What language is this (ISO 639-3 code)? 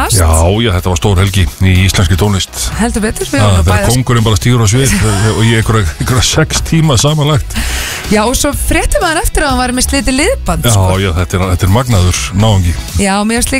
isl